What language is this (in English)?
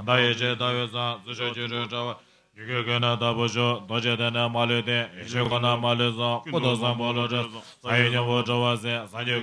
Tibetan